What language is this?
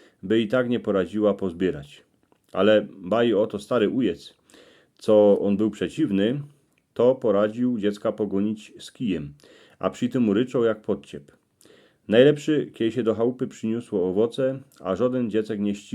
Silesian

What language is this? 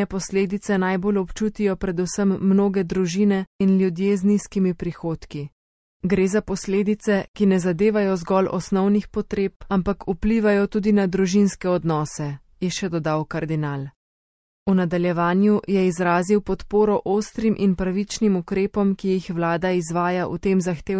Slovenian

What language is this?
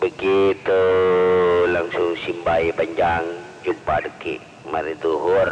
Madurese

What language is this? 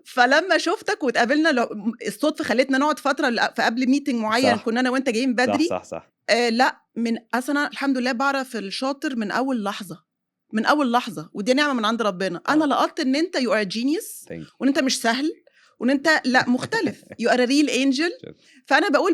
Egyptian Arabic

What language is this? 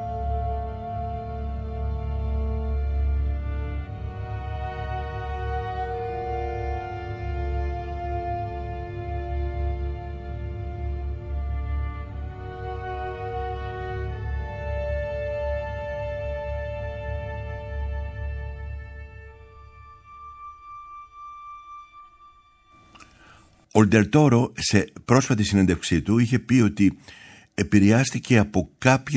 Greek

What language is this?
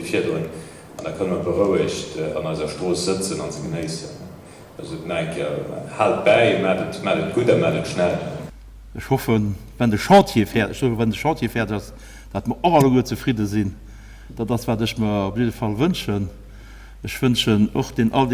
Luxembourgish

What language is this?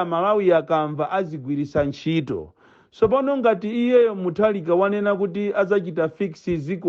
Nyanja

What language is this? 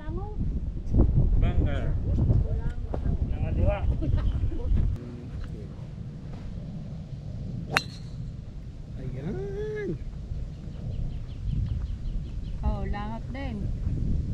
Filipino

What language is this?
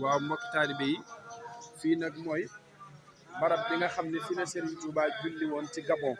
Wolof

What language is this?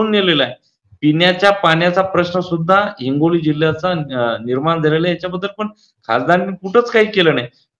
Marathi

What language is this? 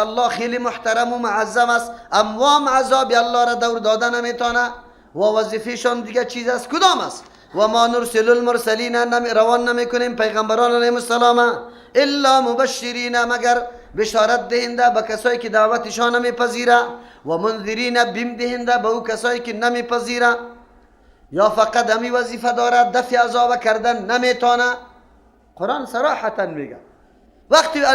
Persian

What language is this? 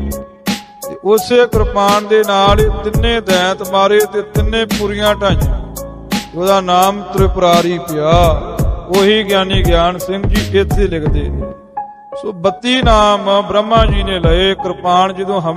Punjabi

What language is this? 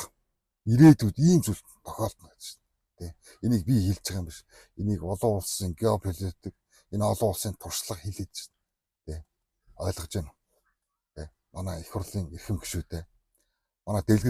Mongolian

